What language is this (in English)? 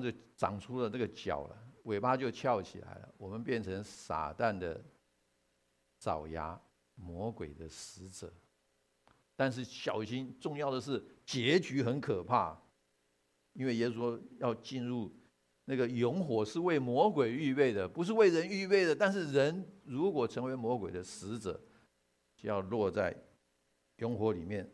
Chinese